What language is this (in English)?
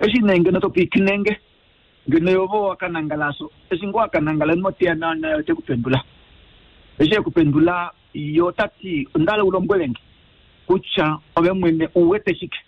Kuanyama